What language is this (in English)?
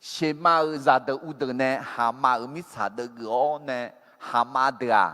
Akha